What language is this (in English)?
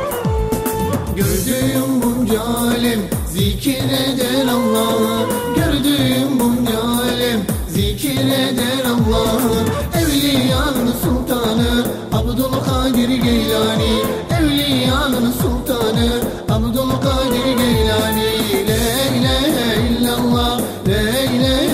Turkish